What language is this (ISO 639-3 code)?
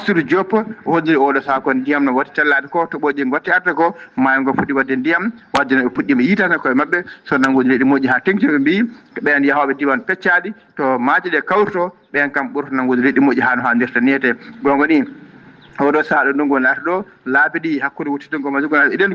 ful